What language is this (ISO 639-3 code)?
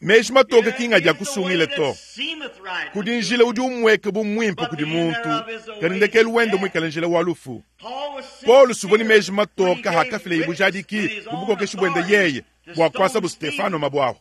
lua